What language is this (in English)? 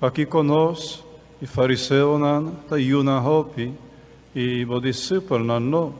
Papiamento